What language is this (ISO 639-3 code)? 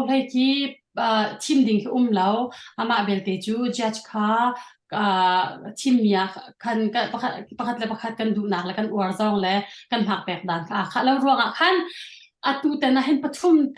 cnh